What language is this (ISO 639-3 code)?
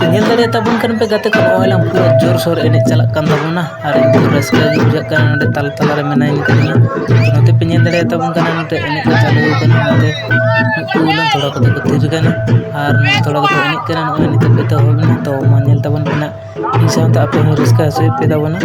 sat